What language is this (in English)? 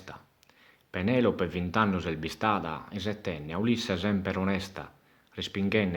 Sardinian